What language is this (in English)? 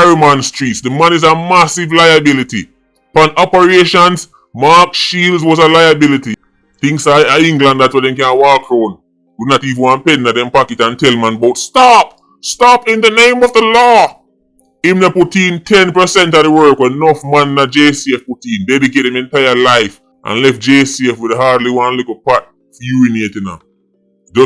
Jamaican Creole English